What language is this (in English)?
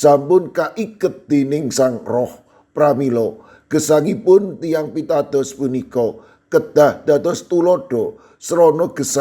Javanese